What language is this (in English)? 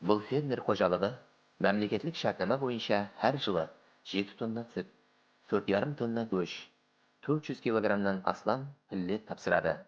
Kara-Kalpak